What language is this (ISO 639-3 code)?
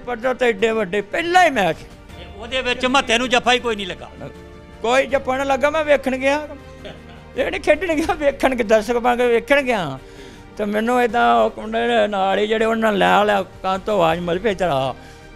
pan